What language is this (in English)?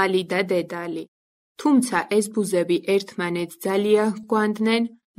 Georgian